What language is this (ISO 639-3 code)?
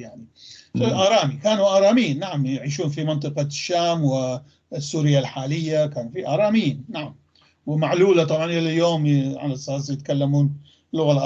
apc